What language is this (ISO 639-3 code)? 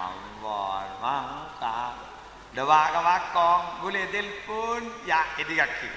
mad